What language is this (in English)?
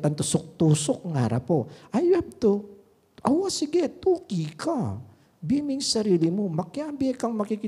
Pampanga